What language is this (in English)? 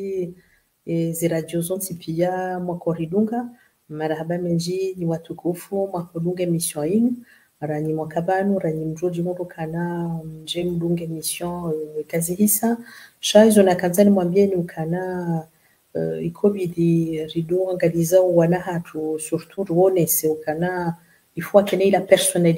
Ngazidja Comorian